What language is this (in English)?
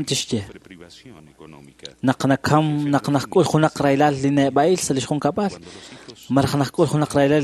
Kekchí